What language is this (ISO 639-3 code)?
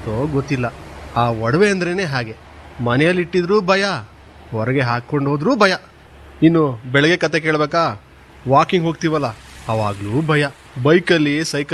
kan